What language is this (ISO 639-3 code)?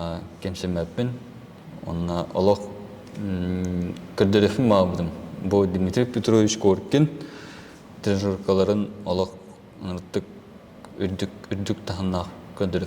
sah